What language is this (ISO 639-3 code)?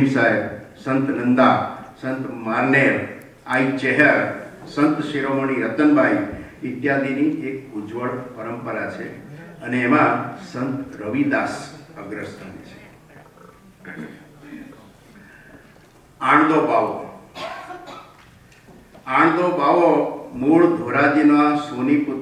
guj